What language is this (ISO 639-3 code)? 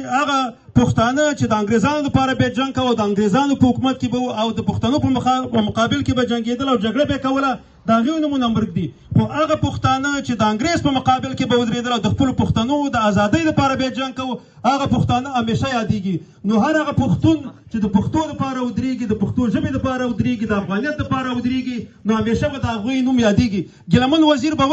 pus